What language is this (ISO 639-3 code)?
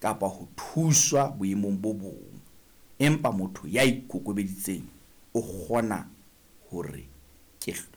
sot